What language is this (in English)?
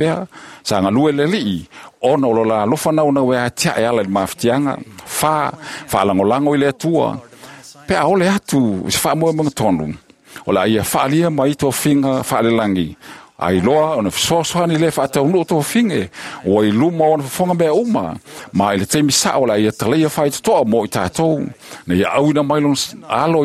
Samoan